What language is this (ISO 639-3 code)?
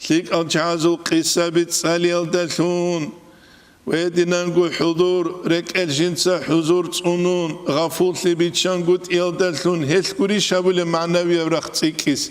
ava